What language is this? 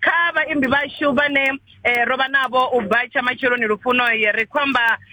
Venda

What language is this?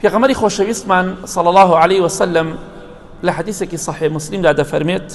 Central Kurdish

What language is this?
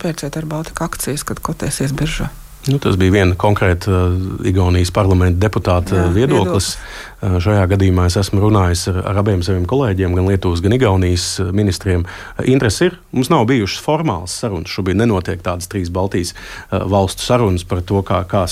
Latvian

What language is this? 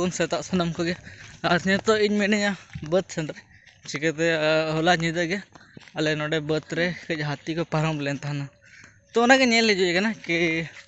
Santali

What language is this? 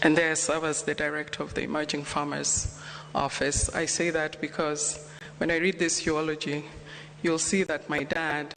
Luo (Kenya and Tanzania)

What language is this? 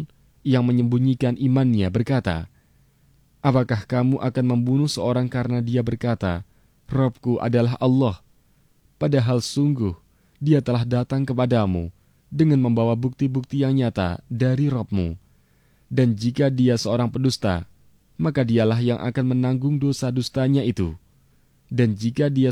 Indonesian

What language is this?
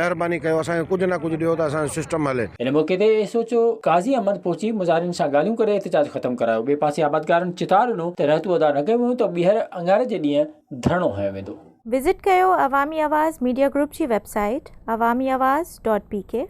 Sindhi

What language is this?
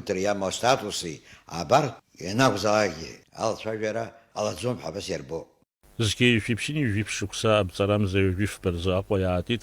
Abkhazian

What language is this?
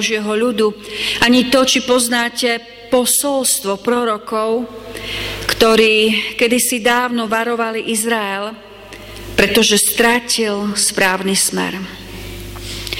Slovak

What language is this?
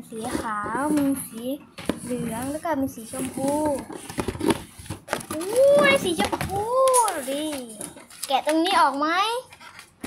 Thai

